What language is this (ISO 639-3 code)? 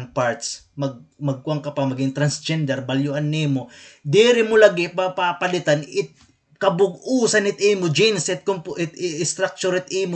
war